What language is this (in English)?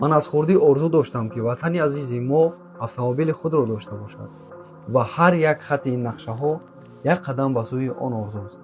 Tajik